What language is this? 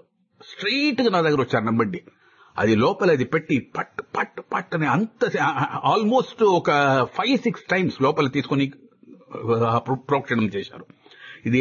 Telugu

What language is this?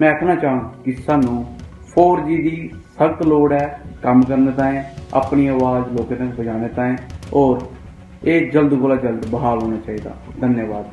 Dogri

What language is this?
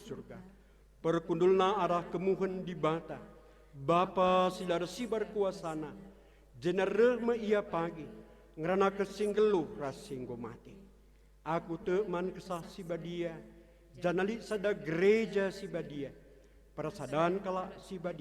Batak Karo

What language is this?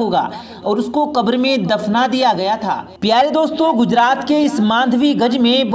Urdu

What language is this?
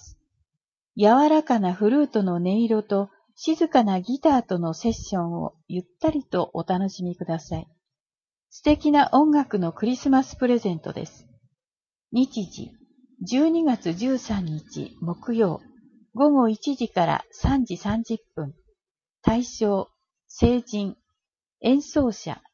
Japanese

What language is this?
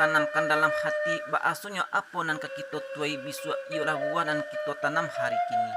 Minangkabau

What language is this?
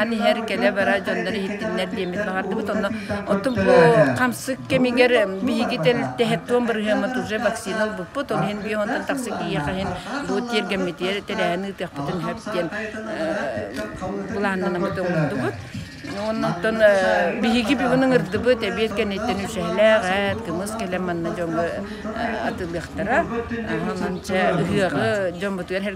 Yakut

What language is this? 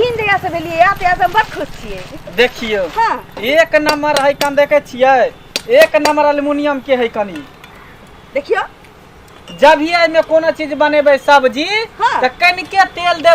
Maithili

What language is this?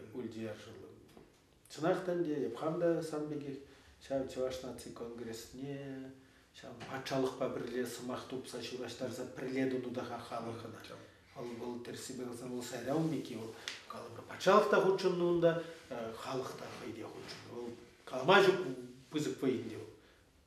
Chuvash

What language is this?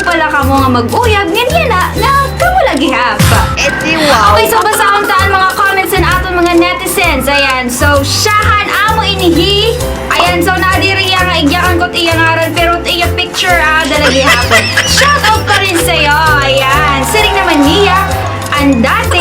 Waray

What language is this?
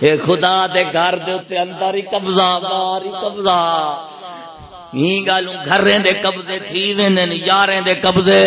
Saraiki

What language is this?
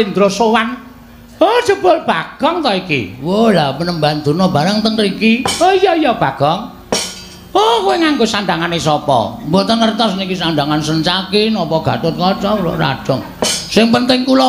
Javanese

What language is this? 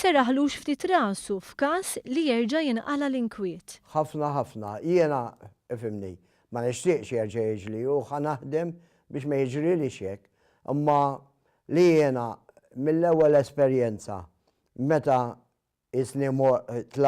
Maltese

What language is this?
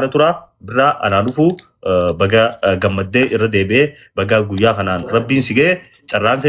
Oromo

